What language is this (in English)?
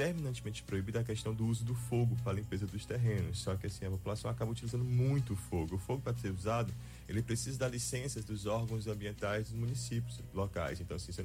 Portuguese